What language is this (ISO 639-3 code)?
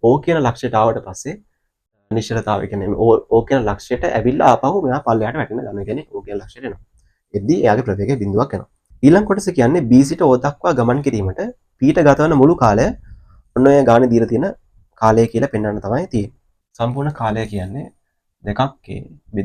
sin